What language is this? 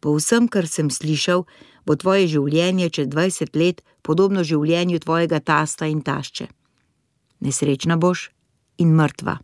Slovenian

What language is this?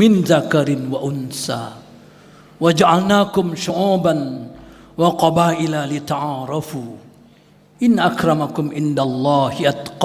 Banjar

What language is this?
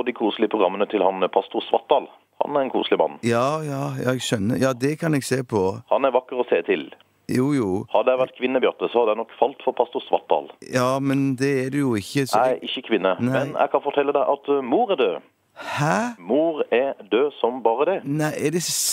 Norwegian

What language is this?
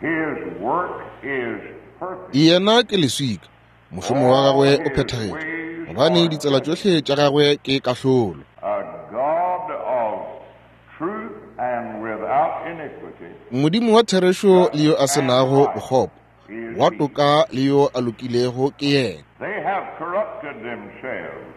Northern Sotho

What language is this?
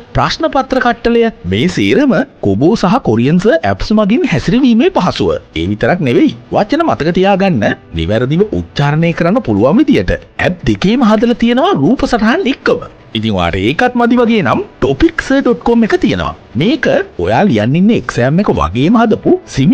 Sinhala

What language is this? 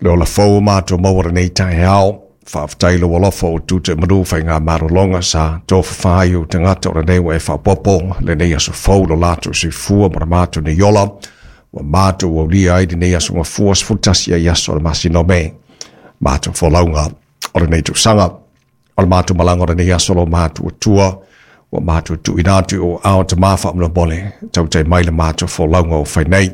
Samoan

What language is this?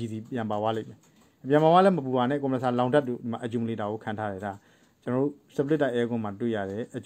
Burmese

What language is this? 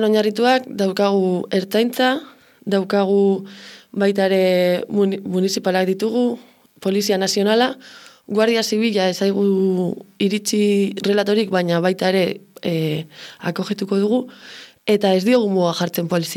Basque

